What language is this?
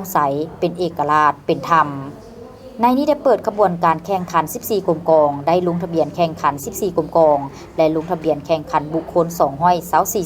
Lao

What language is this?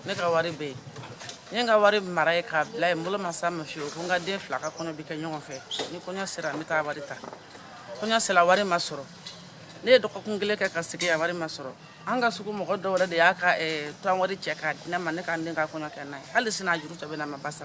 Bambara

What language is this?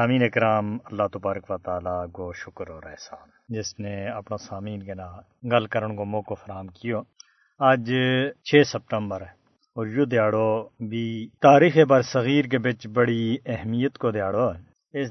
Gujari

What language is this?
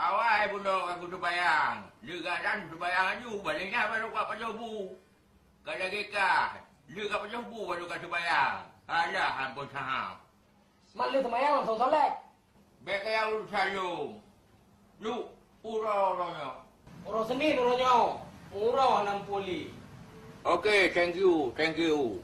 Achinese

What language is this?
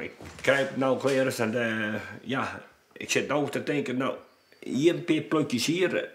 Western Frisian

